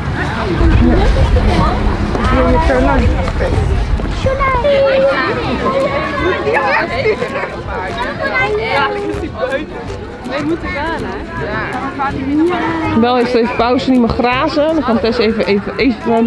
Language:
Dutch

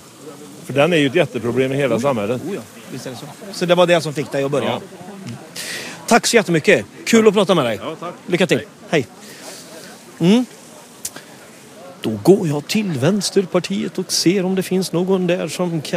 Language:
Swedish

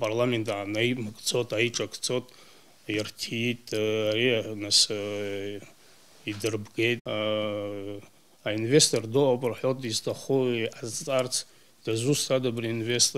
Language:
Abkhazian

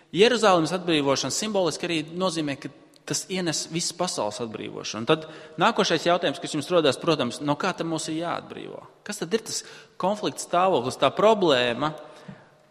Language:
Latvian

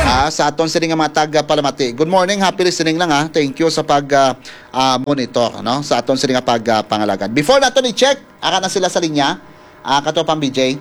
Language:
Hiligaynon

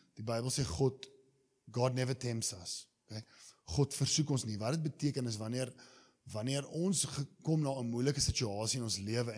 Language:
Afrikaans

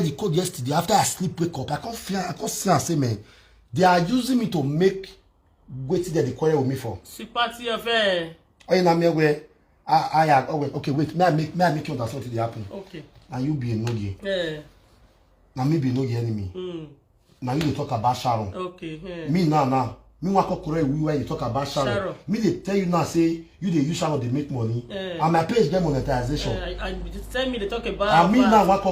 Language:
Nigerian Pidgin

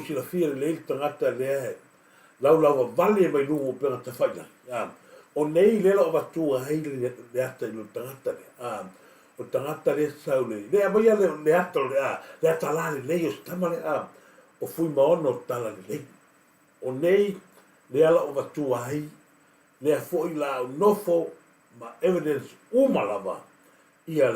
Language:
Samoan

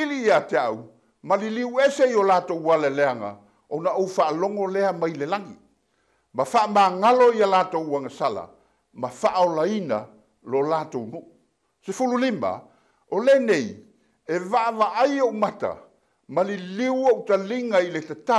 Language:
Samoan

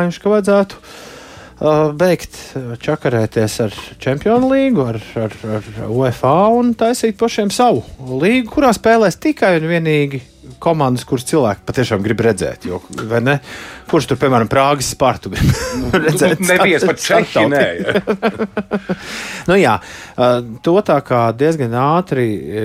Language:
Latvian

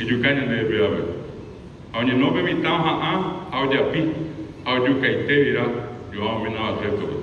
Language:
Guarani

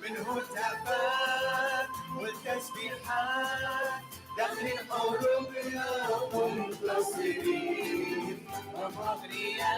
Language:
Mesopotamian Arabic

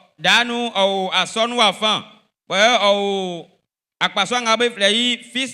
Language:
Baoulé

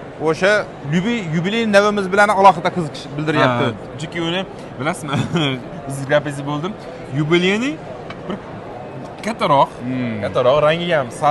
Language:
Uzbek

